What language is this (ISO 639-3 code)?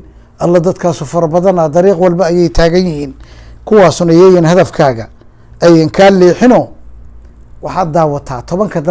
som